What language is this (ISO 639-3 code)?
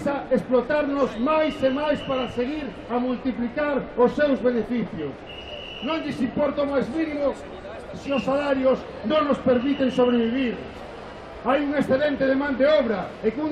glg